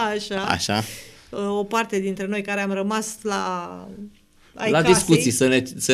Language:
Romanian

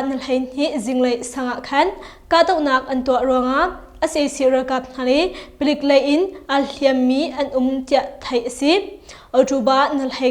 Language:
Hakha Chin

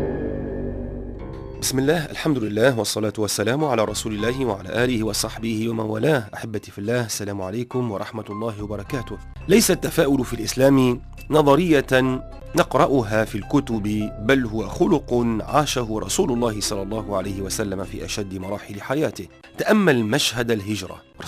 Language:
Tunisian Arabic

